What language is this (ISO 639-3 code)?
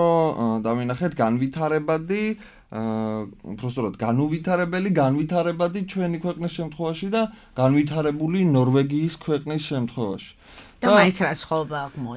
kat